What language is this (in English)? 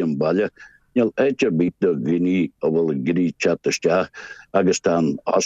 Irish